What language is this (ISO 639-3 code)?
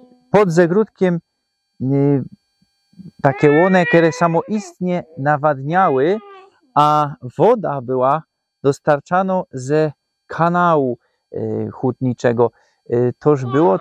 szl